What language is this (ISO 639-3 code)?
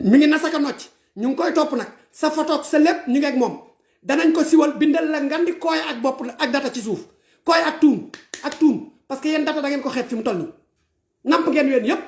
wol